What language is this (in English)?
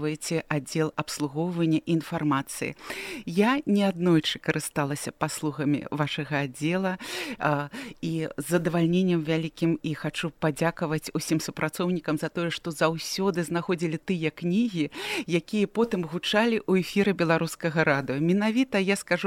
Belarusian